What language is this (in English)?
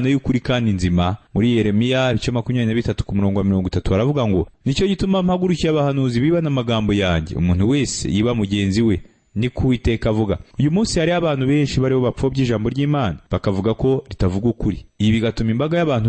Kinyarwanda